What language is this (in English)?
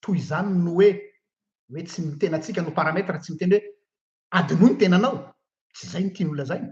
Malagasy